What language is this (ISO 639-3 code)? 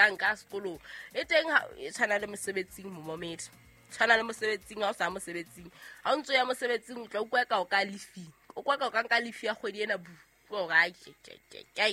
sot